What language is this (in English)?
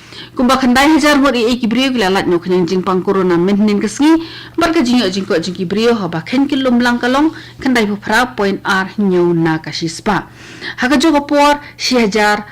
Khasi